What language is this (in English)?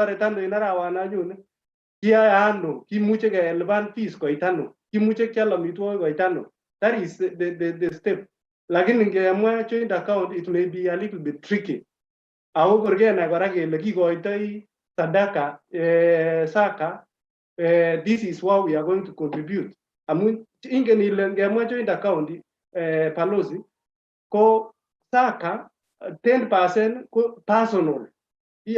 Kalenjin